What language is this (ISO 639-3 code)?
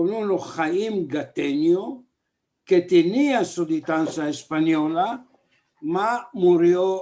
lad